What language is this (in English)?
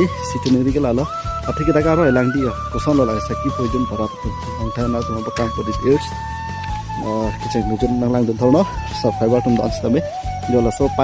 Karbi